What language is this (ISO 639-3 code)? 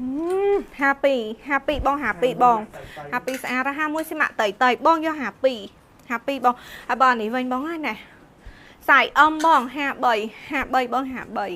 khm